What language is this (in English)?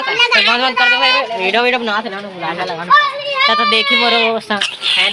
Chhattisgarhi